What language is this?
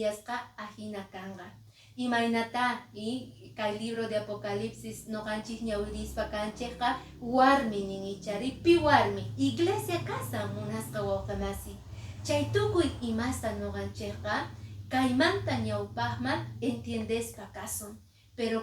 Quechua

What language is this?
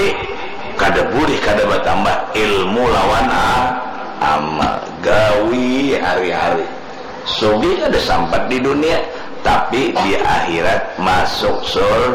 Banjar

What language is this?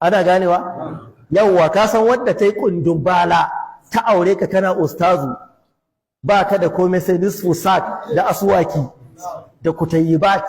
Hausa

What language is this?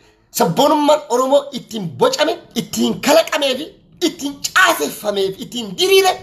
Oromo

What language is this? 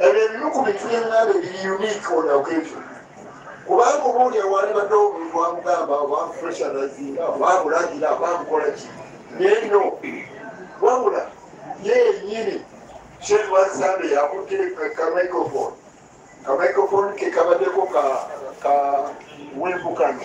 Ganda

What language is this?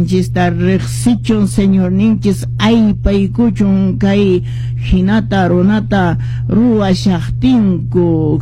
Quechua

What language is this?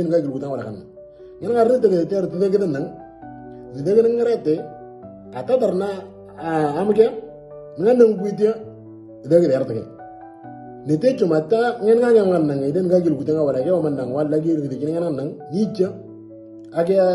Moro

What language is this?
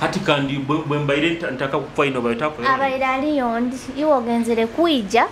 Nyoro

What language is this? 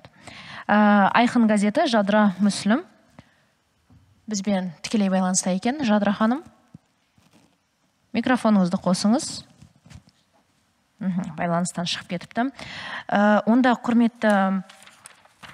Kazakh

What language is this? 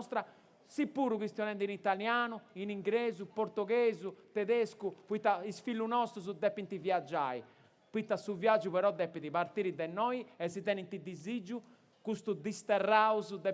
Sardinian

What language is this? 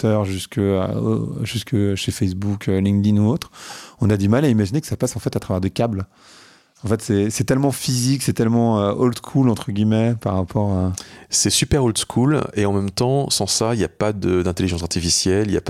French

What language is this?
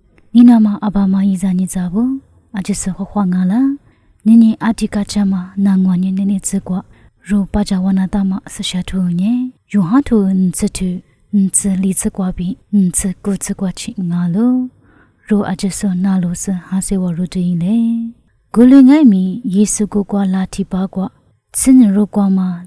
Lisu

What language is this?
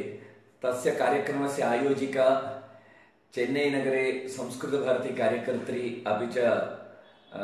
Sanskrit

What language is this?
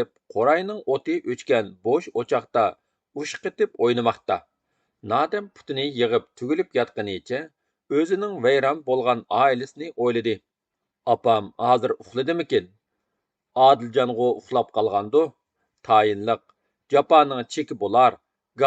Uyghur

